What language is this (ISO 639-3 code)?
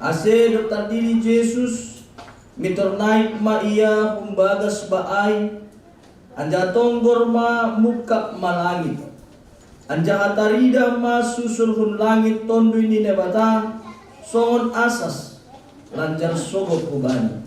bts